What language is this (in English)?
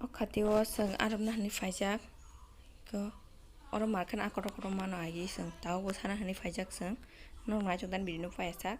Kok Borok